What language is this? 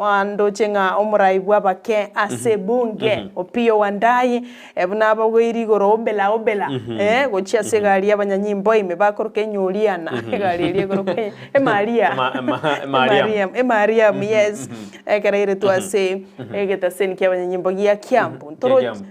Gusii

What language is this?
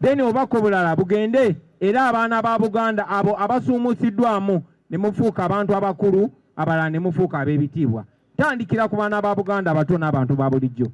Ganda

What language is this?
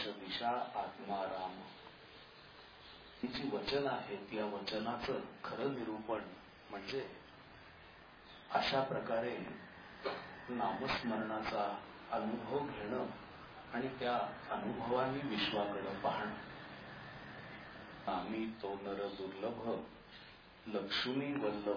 Marathi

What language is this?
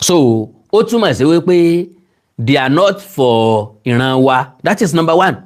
Yoruba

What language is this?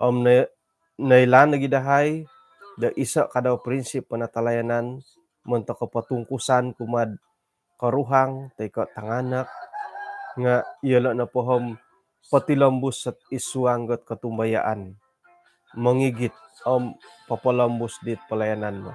Central Dusun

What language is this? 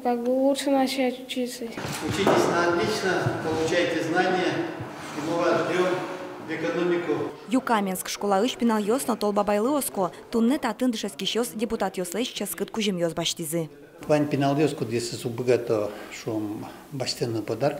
Udmurt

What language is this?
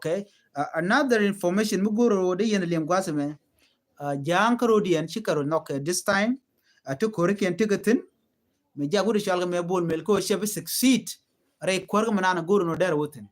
Nuer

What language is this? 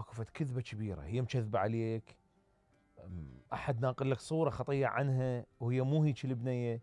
Mesopotamian Arabic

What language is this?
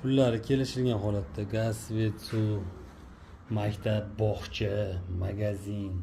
Uzbek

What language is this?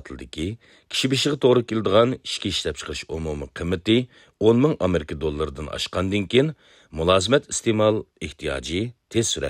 Uyghur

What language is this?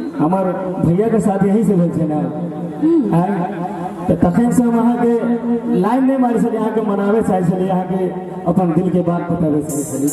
Maithili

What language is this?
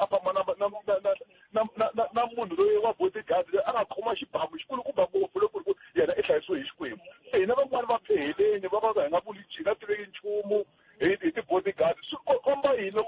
Tsonga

